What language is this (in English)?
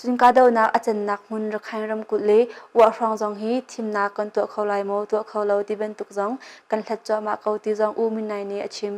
Hakha Chin